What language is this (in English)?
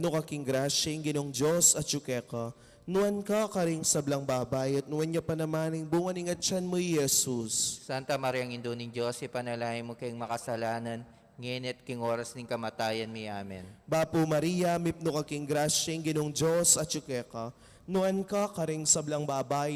Pampanga